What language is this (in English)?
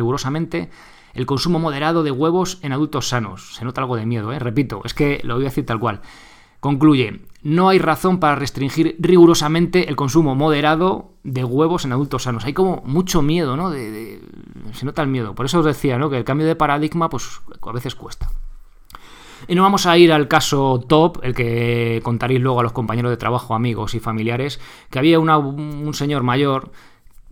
Spanish